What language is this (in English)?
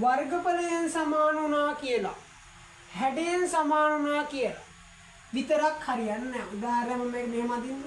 Sinhala